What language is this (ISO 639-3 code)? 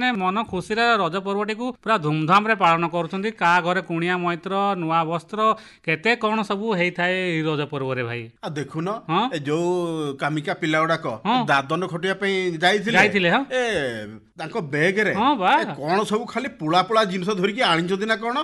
ori